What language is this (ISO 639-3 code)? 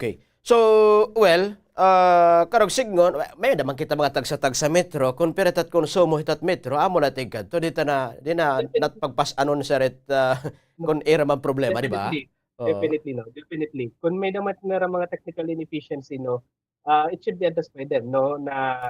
war